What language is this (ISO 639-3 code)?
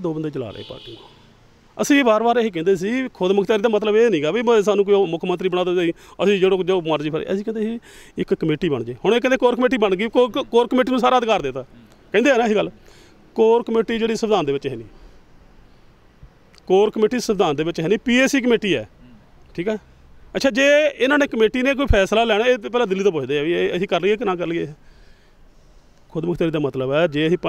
pan